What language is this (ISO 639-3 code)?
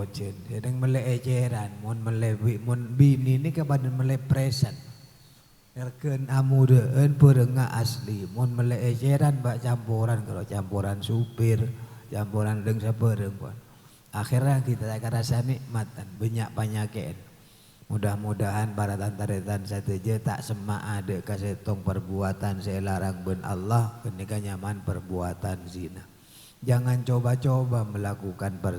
mad